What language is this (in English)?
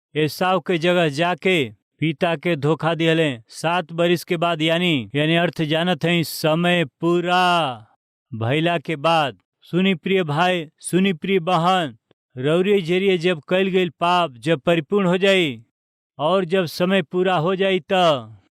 Bhojpuri